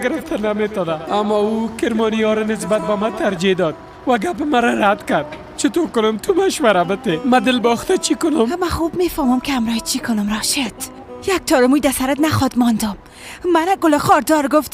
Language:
Persian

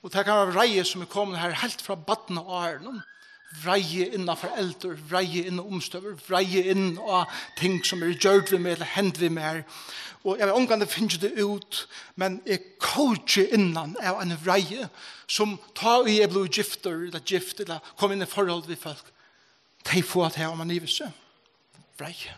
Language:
Faroese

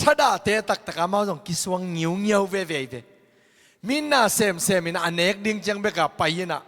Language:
Tedim Chin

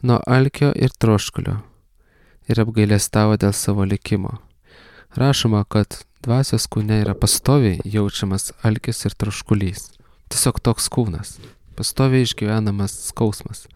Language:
Lithuanian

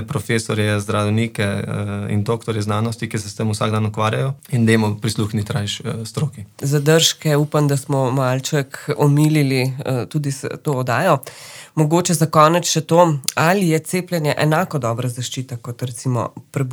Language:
Slovenian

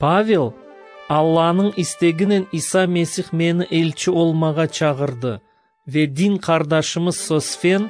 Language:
Crimean Tatar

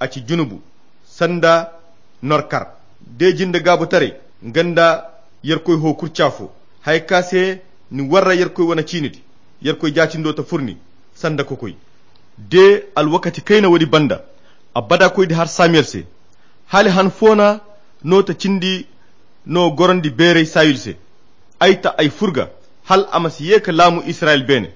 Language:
Koyra Chiini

